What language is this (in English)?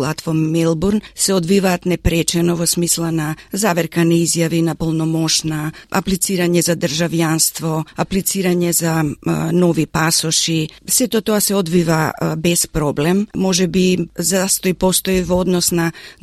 Macedonian